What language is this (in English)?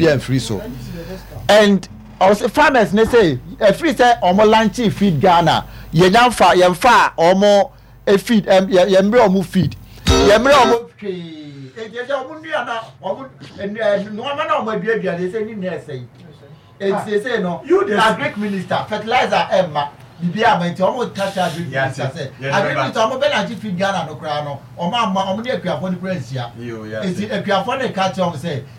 Akan